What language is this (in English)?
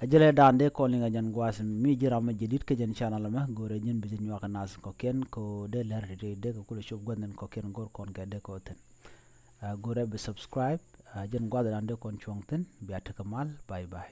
Nuer